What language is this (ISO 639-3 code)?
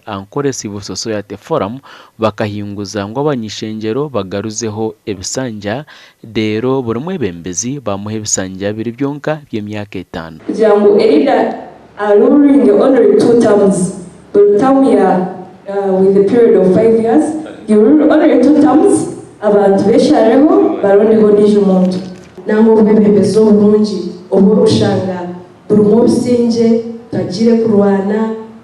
nyn